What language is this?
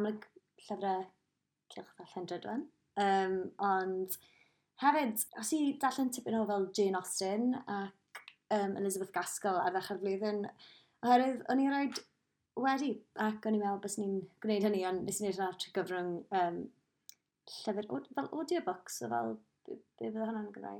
Welsh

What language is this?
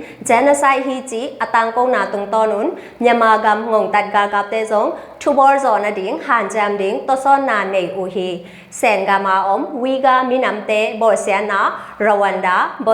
Tedim Chin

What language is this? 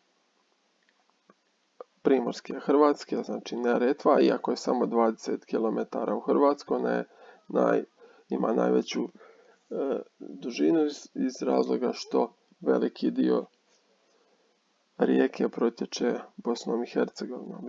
Croatian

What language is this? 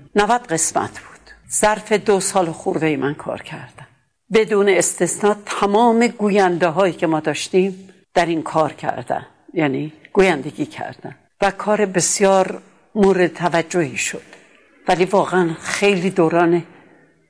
Persian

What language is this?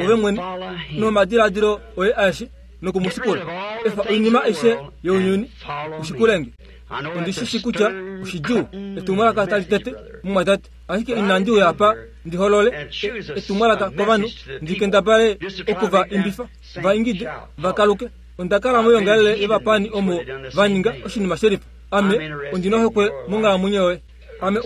Kuanyama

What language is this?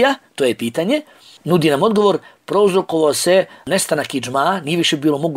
Bosnian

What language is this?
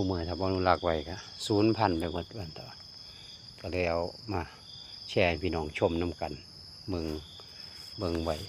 Northeastern Thai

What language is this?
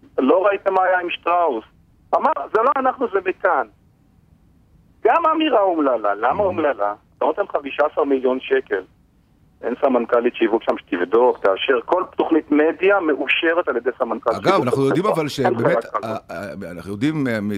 Hebrew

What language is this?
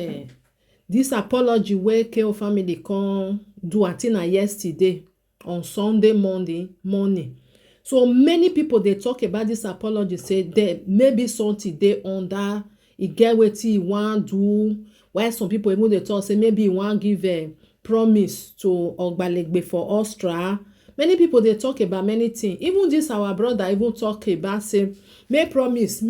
Nigerian Pidgin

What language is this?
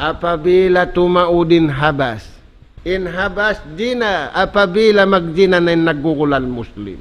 Tausug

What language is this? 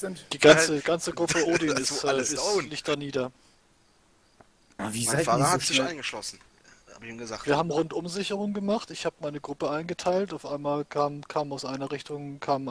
German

